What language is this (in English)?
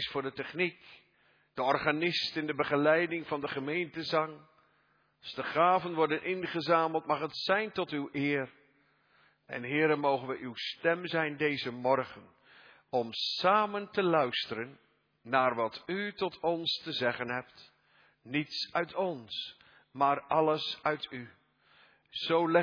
Dutch